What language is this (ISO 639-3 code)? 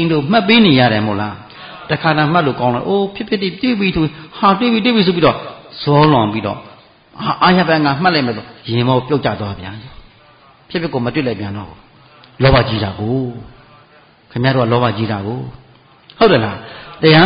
mya